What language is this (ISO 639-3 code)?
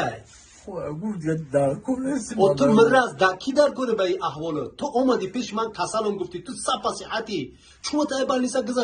tgk